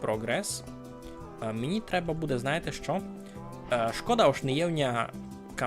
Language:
Rusyn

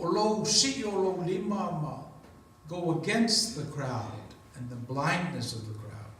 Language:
Samoan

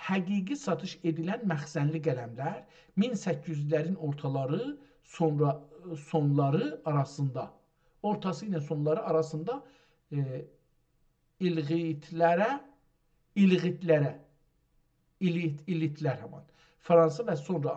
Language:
South Azerbaijani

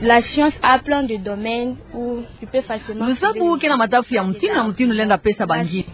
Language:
Kituba (Democratic Republic of Congo)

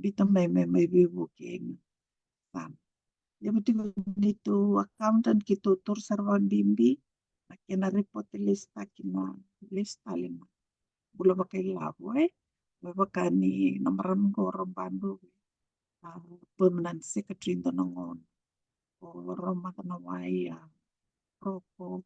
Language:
Fijian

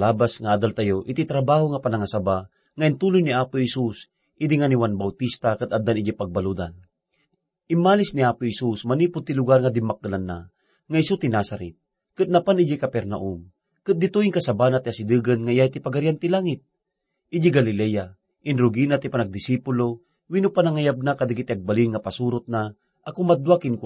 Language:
Iloko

